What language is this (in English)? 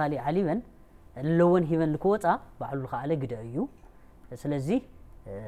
Tigrinya